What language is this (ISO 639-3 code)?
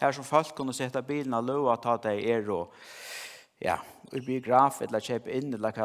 fao